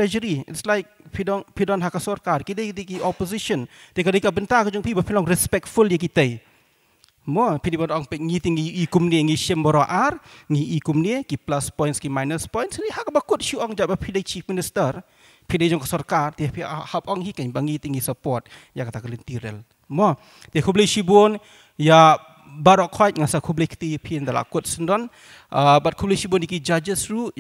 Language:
Khasi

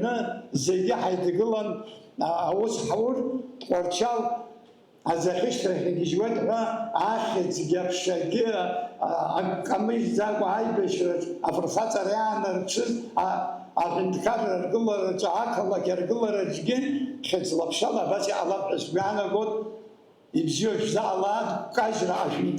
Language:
Abkhazian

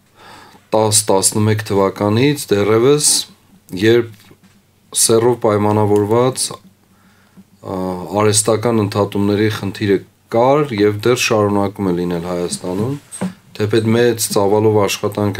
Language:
Armenian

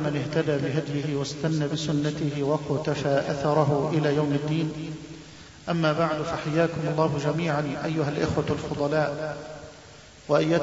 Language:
Arabic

